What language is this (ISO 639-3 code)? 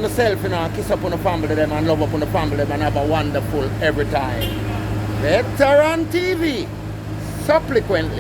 jam